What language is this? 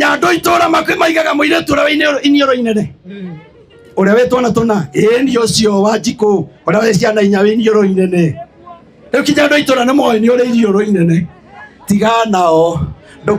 Kikuyu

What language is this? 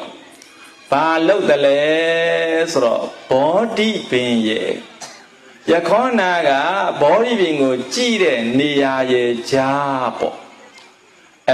Burmese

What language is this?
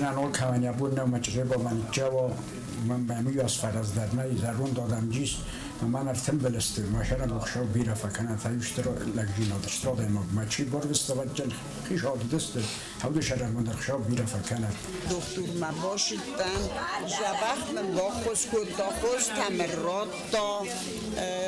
Ossetic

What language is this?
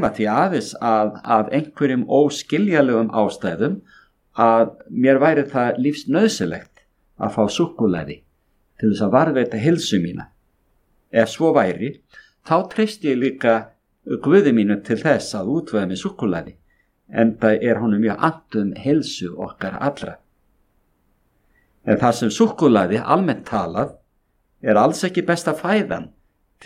Icelandic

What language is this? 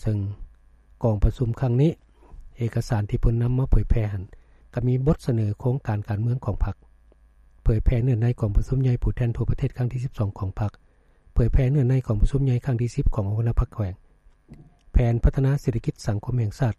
Lao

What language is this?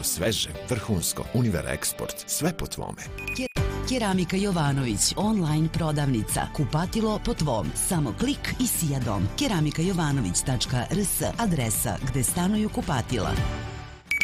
Serbian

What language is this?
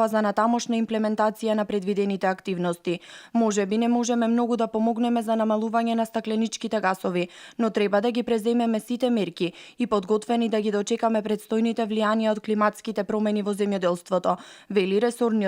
Macedonian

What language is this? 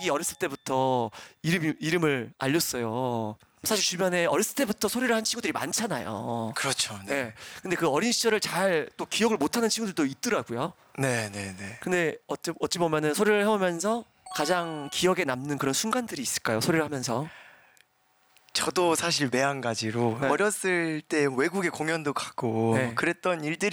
Korean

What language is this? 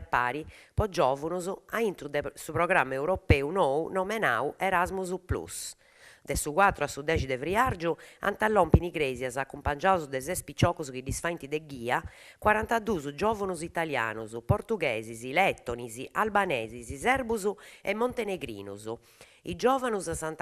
Sardinian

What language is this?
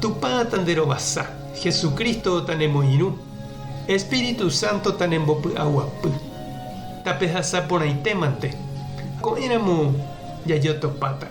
Guarani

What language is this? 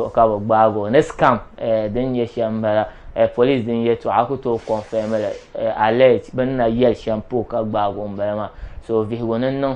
Dagbani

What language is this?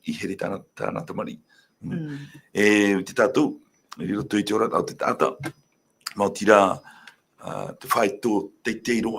Tahitian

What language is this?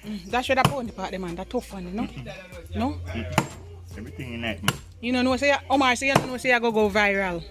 Jamaican Creole English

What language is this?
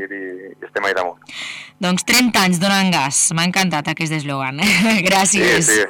Catalan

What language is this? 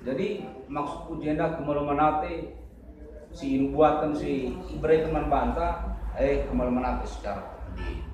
Batak Karo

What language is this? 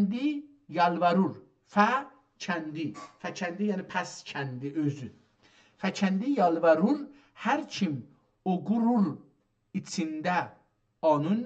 South Azerbaijani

